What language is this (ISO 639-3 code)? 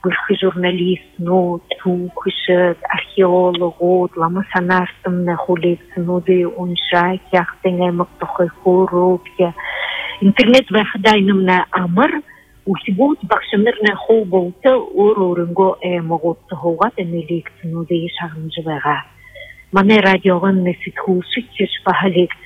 bua